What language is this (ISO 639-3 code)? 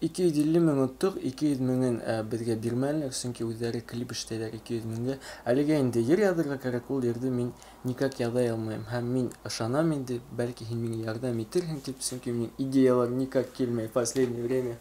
bak